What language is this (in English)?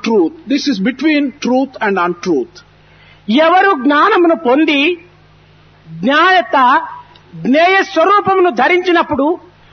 Telugu